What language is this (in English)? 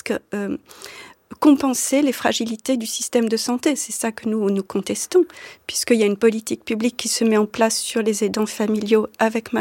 French